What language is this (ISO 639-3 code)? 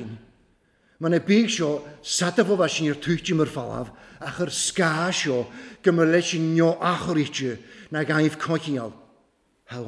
cym